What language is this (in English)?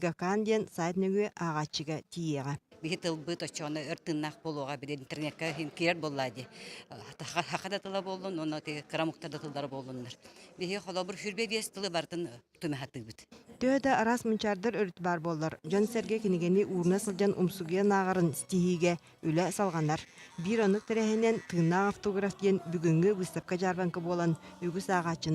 Yakut